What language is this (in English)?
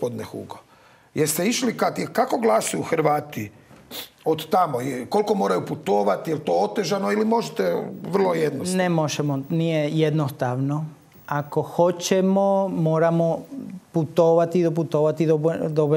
Croatian